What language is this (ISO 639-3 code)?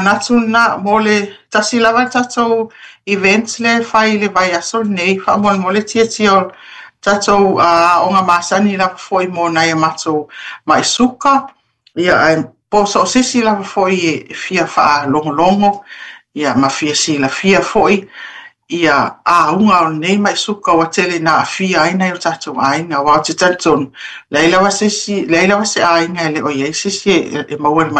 smo